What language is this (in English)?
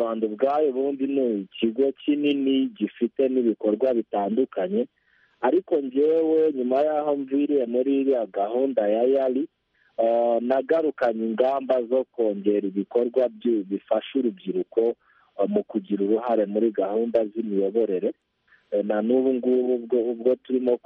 Kinyarwanda